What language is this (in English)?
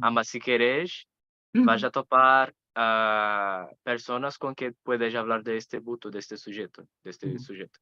Ladino